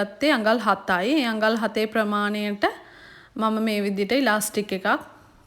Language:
Sinhala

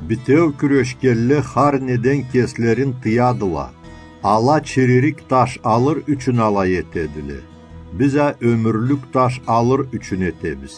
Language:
Karachay-Balkar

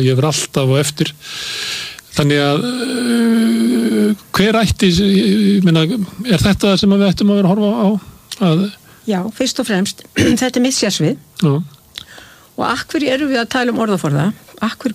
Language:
Icelandic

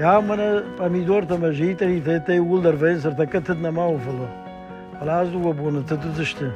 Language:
Ossetic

